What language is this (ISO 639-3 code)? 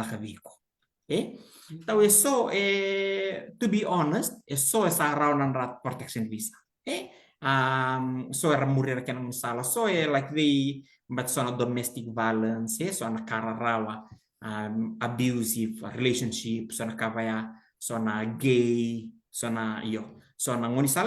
fij